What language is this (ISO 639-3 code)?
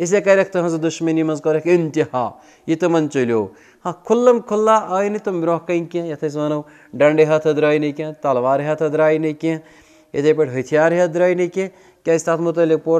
kas